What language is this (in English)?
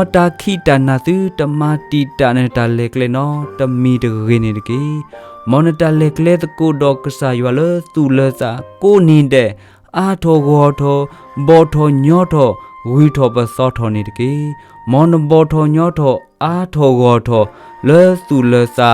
S'gaw Karen